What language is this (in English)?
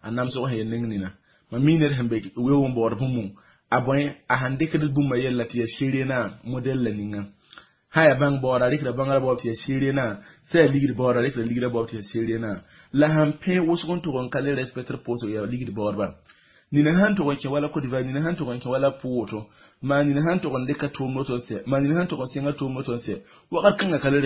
Mossi